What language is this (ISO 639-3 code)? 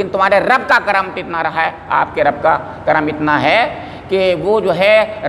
urd